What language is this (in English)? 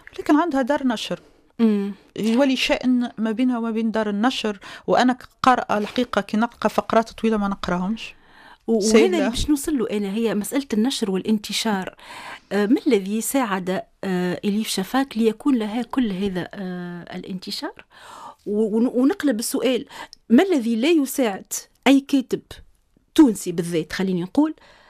Tunisian Arabic